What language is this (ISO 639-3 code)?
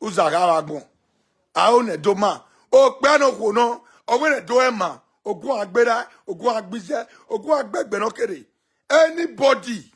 pcm